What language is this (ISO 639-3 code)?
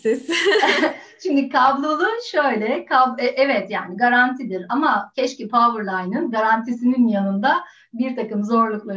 tur